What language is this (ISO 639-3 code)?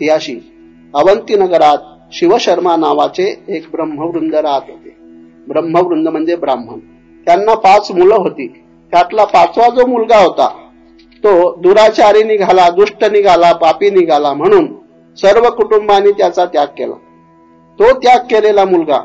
mar